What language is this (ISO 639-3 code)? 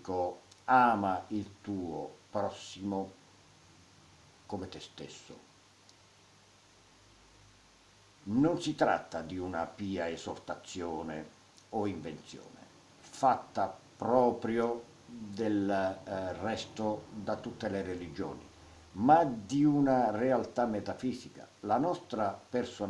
ita